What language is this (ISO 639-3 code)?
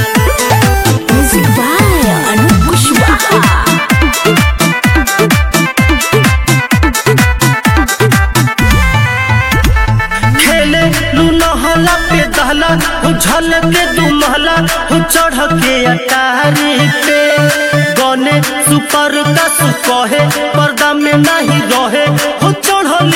bho